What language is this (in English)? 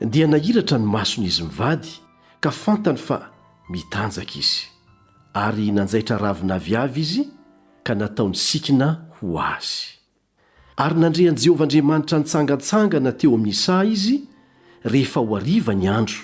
Malagasy